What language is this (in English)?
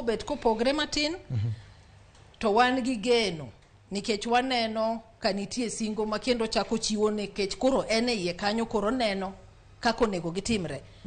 Luo (Kenya and Tanzania)